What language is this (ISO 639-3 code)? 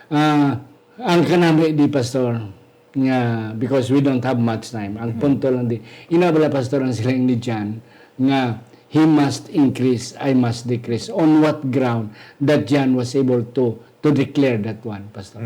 hil